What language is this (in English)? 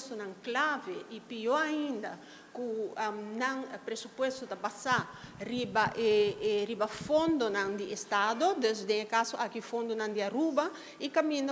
Papiamento